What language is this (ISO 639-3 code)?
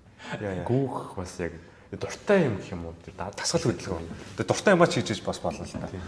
mon